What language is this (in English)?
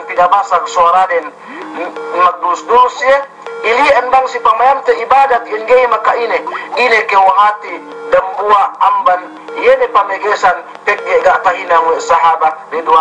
Yakan